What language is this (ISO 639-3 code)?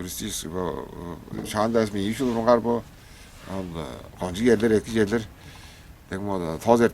tyv